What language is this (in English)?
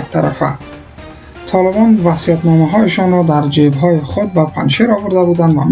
Persian